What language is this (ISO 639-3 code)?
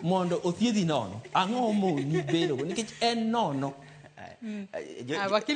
luo